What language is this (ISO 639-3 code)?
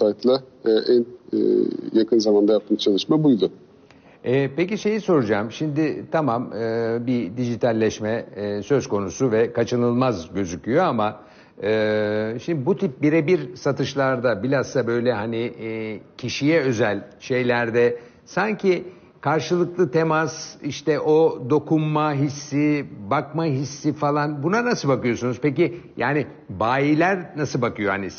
tur